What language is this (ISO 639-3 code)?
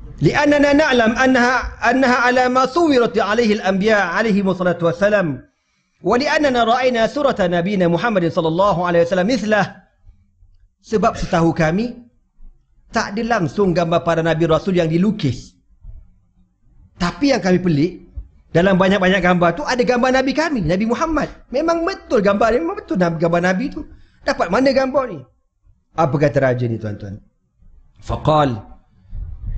msa